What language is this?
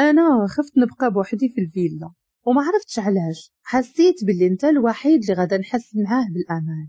Moroccan Arabic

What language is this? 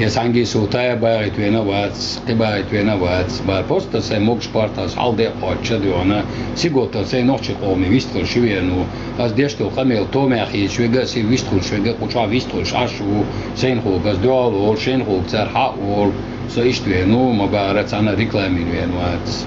Chechen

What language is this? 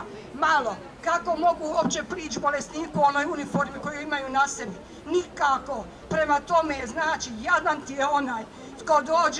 Croatian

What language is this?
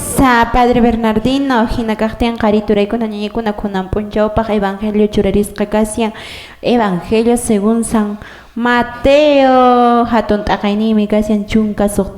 Quechua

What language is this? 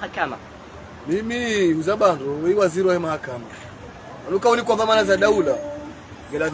Ngazidja Comorian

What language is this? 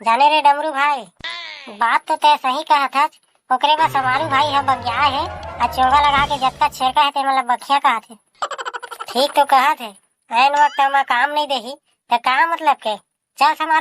Chhattisgarhi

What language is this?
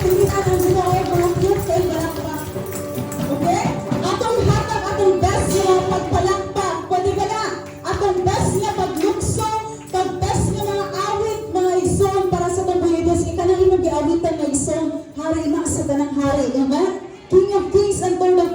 Cebuano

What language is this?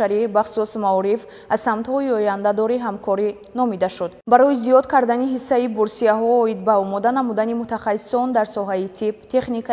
Tajik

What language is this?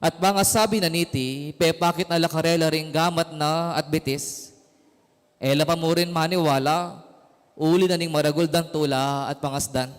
Pampanga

